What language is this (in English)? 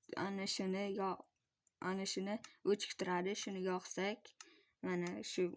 Uzbek